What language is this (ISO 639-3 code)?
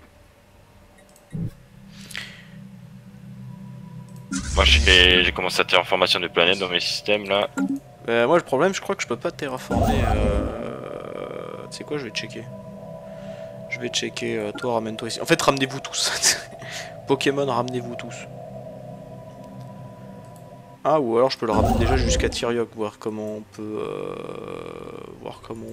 fra